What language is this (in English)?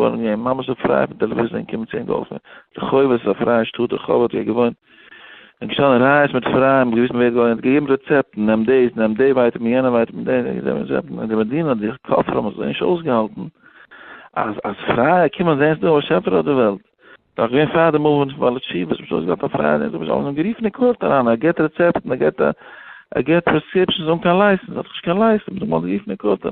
Yiddish